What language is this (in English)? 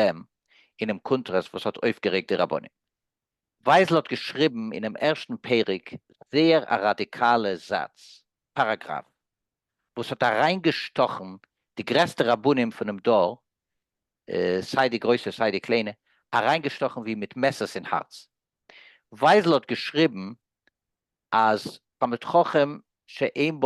Yiddish